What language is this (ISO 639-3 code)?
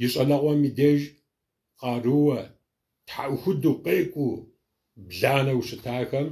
kbd